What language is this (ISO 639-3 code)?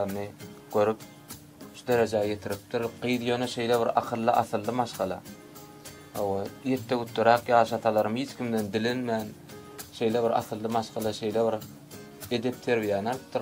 tuk